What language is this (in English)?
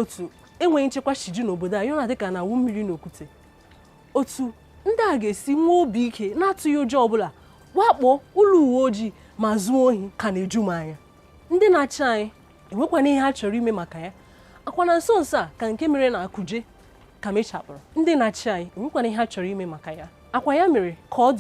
Igbo